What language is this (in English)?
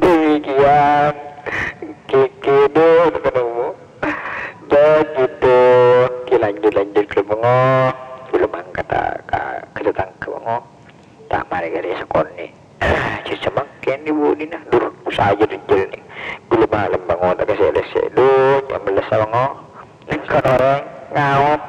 Madurese